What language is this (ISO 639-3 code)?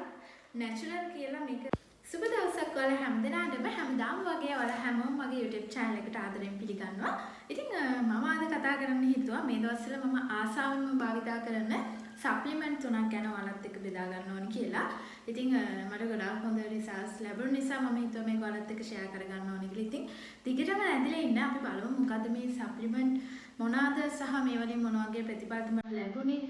sin